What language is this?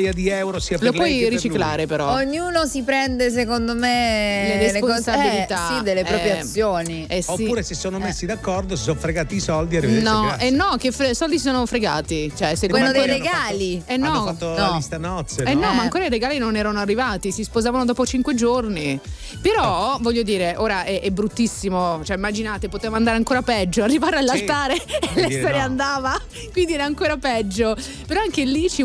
Italian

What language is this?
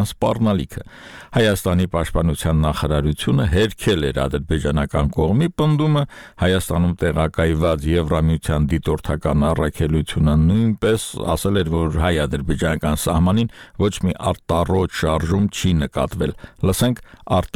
Armenian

